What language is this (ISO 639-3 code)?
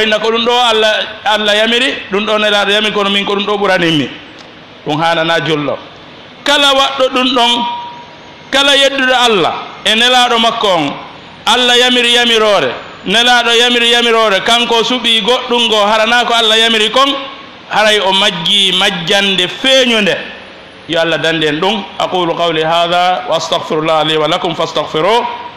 ful